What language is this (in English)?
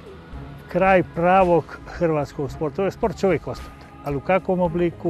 Croatian